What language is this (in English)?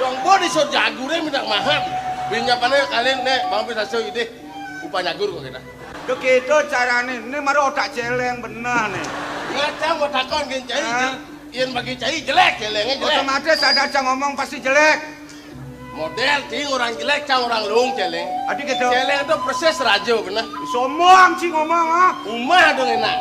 Balinese